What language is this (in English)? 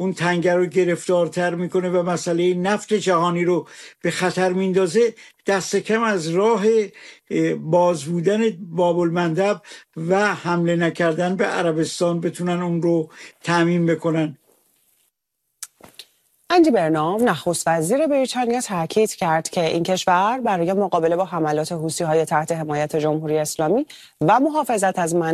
Persian